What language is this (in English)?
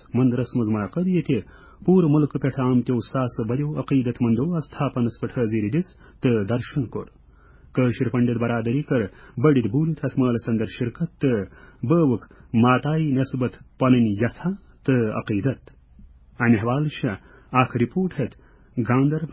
Kashmiri